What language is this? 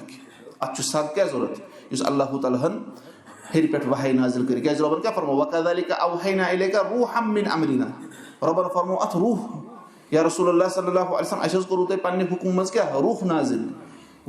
Kashmiri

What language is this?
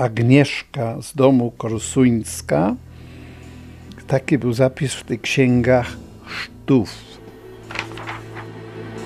Polish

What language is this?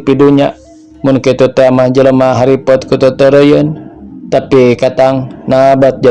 Sundanese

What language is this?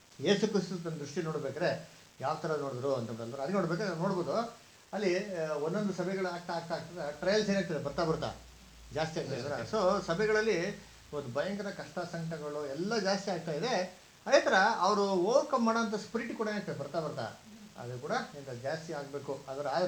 Kannada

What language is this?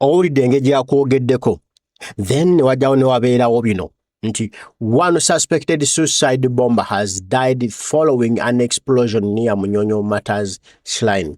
Ganda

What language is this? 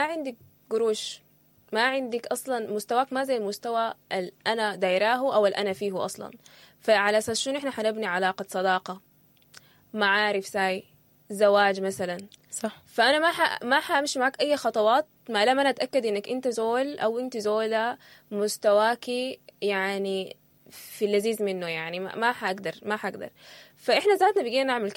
Sudanese Arabic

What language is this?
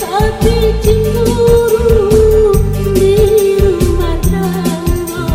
Minangkabau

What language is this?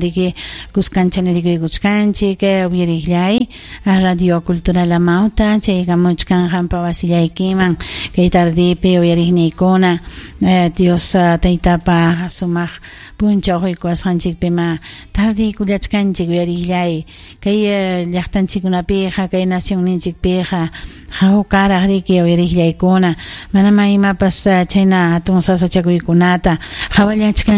Ayacucho Quechua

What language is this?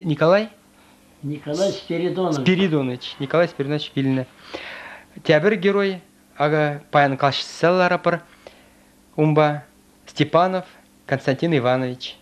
Chuvash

